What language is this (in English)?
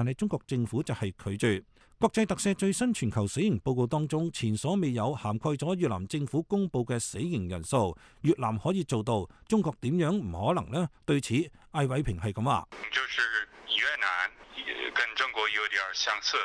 Cantonese